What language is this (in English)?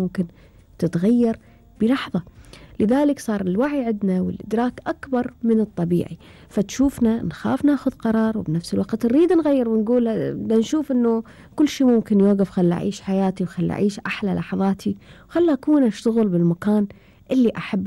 Gulf Arabic